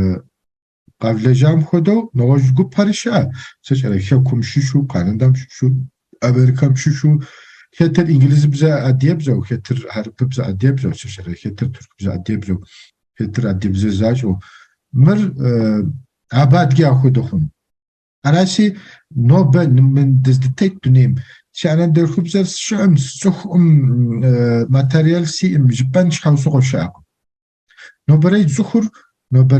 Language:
Kabardian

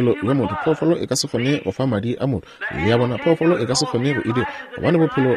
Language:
Northern Sotho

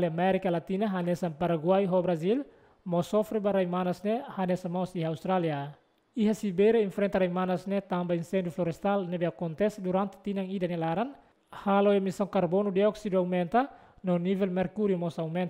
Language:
Tetum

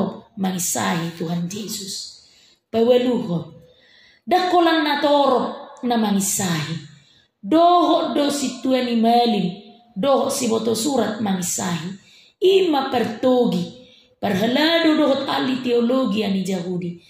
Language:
Batak Toba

